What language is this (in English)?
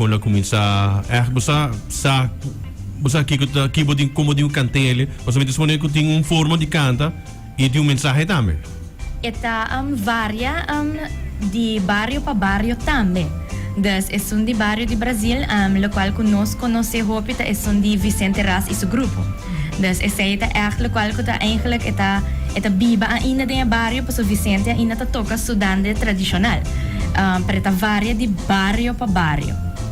Papiamento